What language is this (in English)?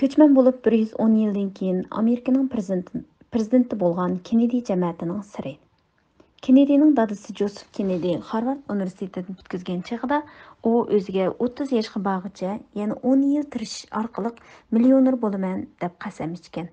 Uyghur